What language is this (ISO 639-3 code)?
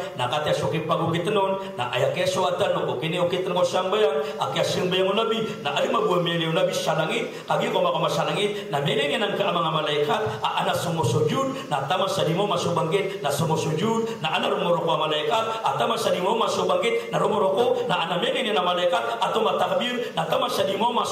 mrw